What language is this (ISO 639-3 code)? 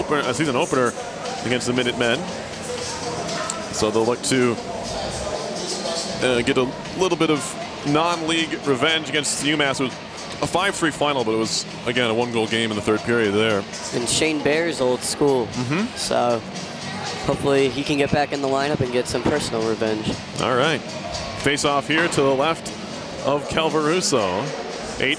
eng